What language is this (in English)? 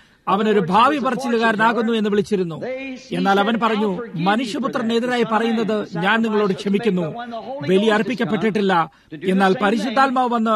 Malayalam